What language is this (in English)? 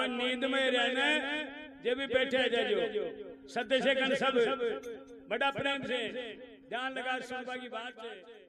Rajasthani